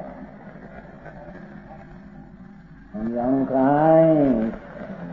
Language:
Gujarati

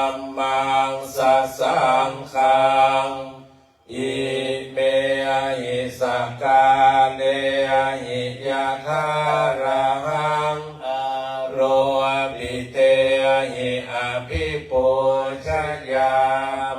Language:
Pali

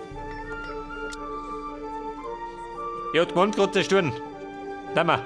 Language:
Bavarian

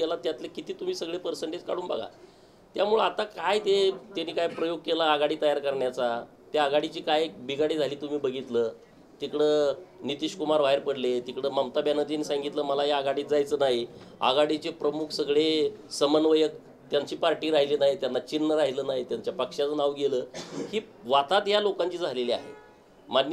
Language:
Marathi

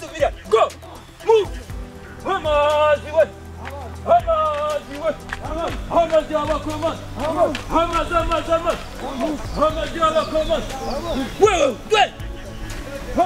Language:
Kinyarwanda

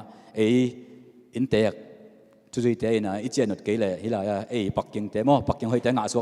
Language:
Tedim Chin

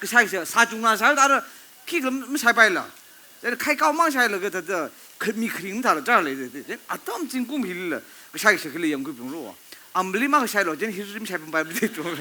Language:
Tangkhul Naga (India)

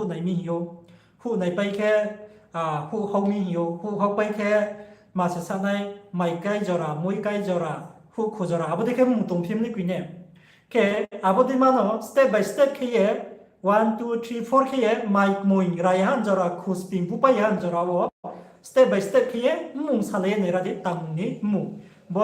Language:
Riang (India)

